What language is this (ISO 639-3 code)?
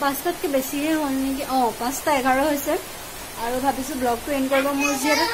asm